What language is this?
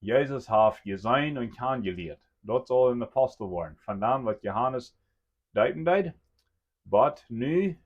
Plautdietsch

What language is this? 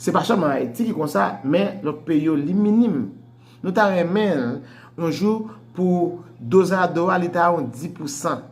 Haitian Creole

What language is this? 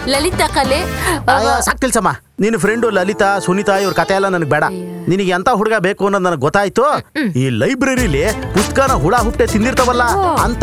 Kannada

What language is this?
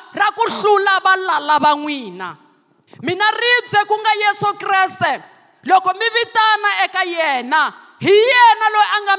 Tsonga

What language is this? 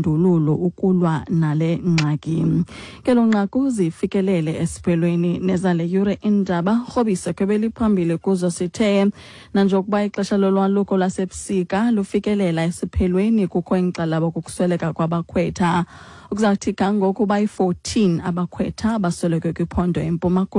Xhosa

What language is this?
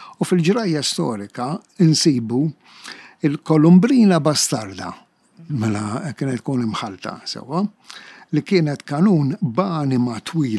Maltese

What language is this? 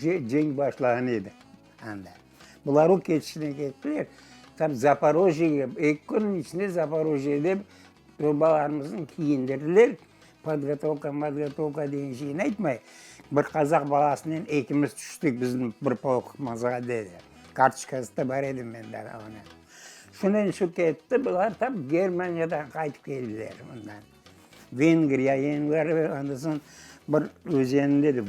Crimean Tatar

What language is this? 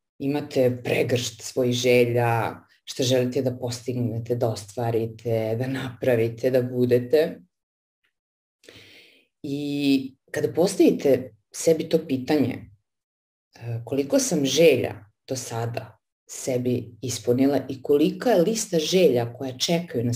Serbian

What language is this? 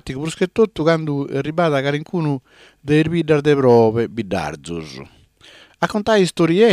Sardinian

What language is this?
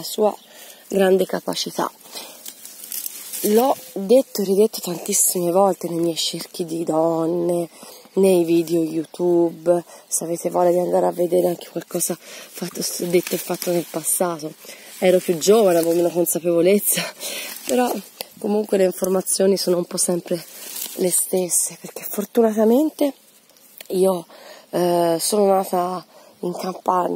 Italian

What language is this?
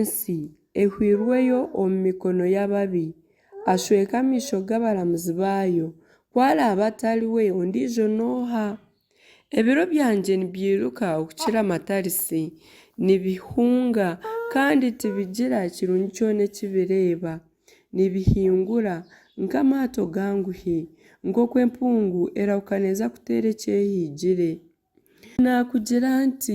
Nyankole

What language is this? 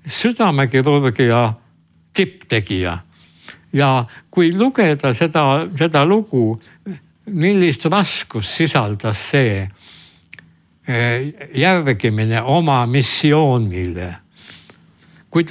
Estonian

